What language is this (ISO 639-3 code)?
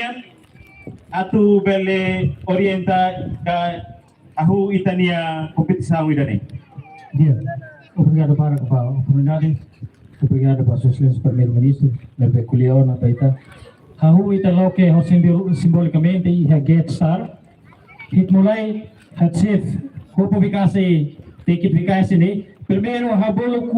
tet